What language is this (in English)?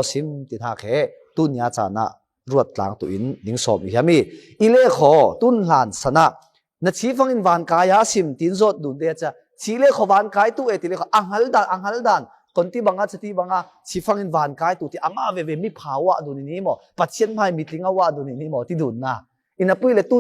Falam Chin